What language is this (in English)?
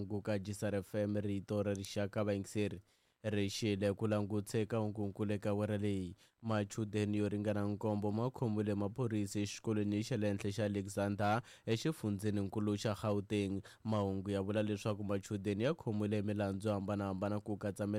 Tsonga